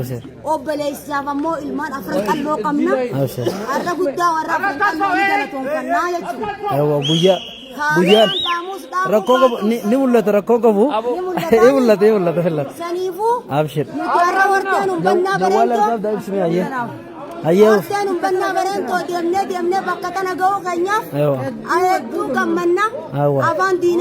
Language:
Oromo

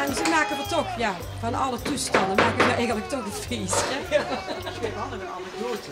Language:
Limburgish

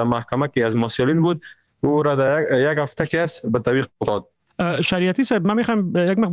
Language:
Persian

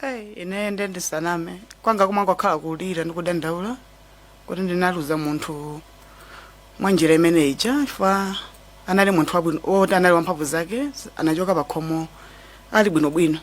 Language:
Nyanja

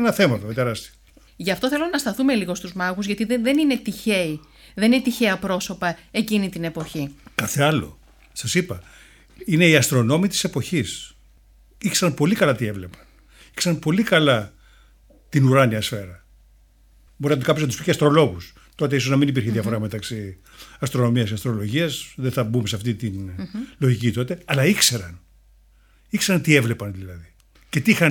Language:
Greek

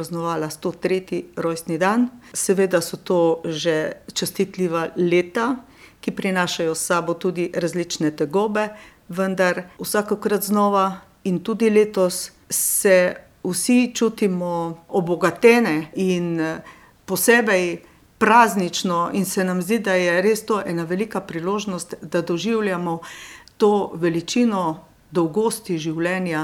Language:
Slovenian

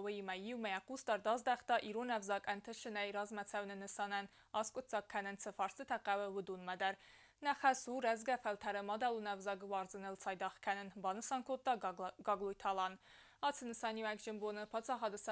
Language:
Ossetic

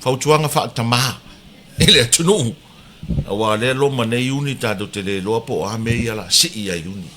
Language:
Samoan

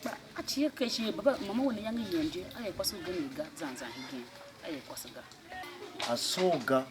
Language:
Tiv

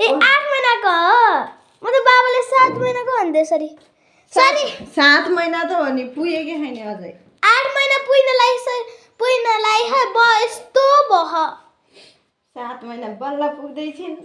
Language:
Nepali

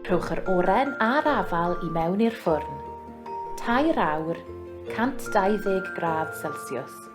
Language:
Welsh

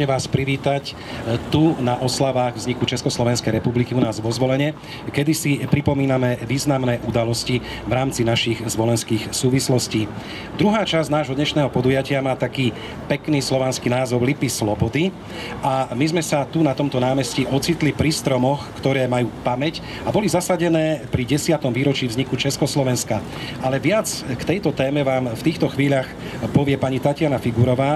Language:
Slovak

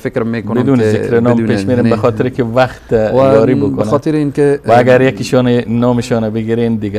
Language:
Persian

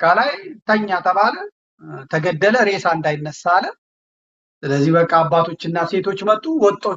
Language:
Amharic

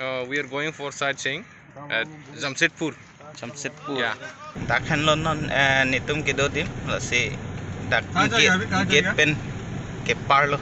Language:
Karbi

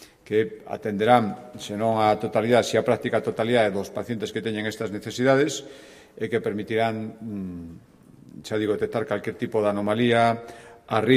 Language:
Galician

